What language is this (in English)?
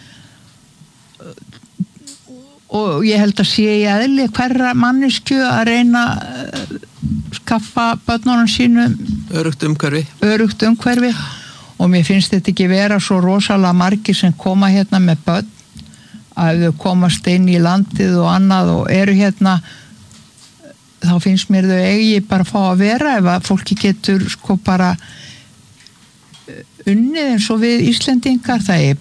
Icelandic